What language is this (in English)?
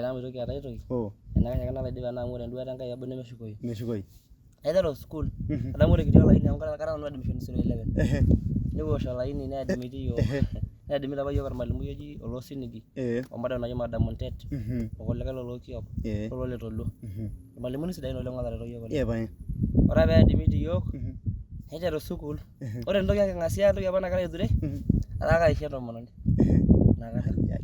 Masai